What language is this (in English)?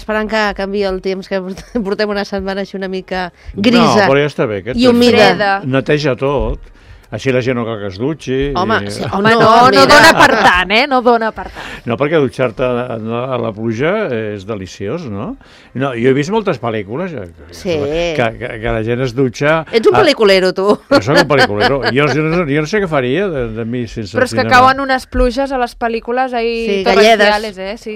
Catalan